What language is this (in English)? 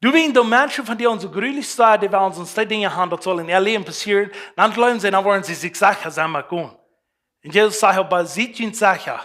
Plautdietsch